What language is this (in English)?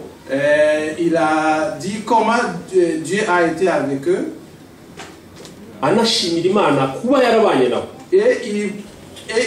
Kinyarwanda